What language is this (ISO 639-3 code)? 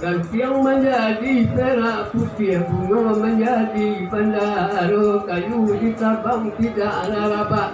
min